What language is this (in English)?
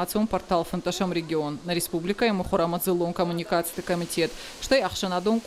Ossetic